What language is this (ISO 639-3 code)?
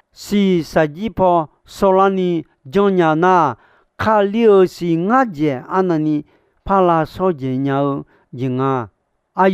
ahk